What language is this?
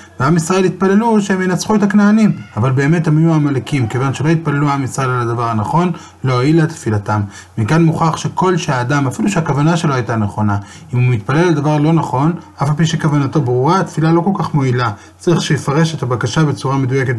Hebrew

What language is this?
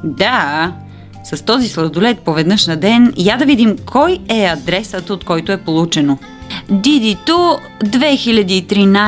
Bulgarian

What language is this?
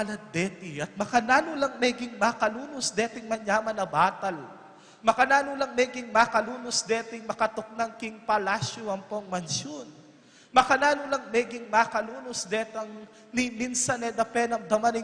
Pampanga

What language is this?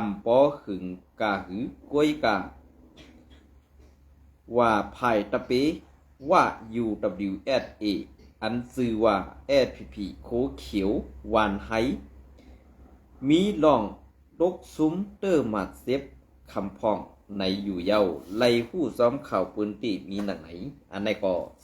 Shan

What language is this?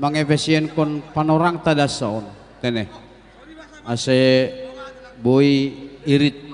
Batak Simalungun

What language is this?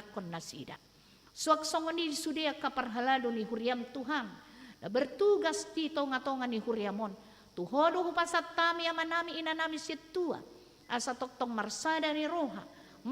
Batak Toba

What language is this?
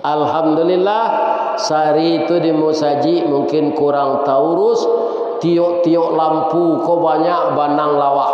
Minangkabau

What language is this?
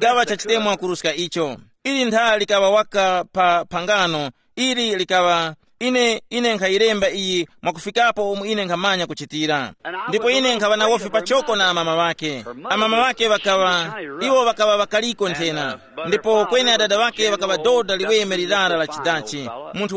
Tumbuka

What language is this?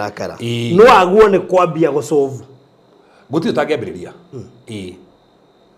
Kikuyu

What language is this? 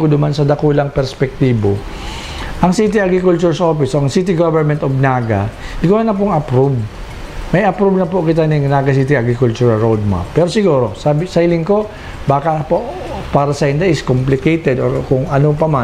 Bikol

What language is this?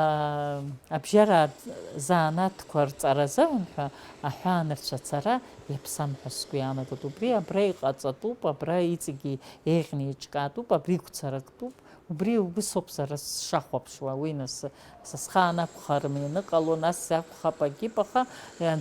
Abkhazian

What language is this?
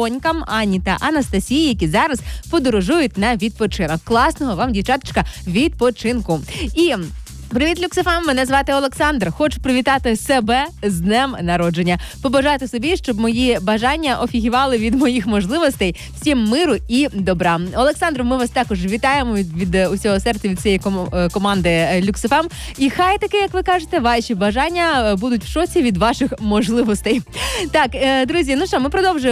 Ukrainian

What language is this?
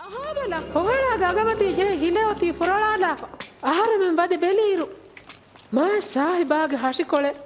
Divehi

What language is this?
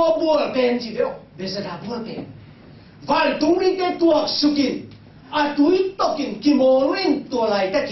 Tedim Chin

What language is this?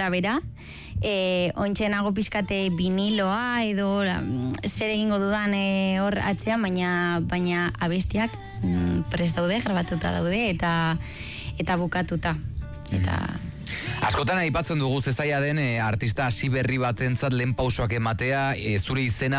Basque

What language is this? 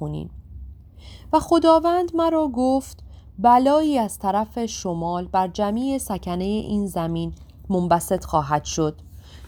Persian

